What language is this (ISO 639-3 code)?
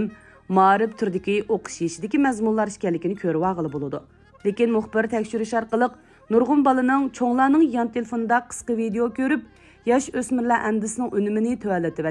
uig